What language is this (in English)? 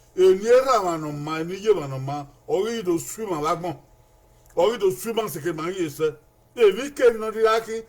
Bini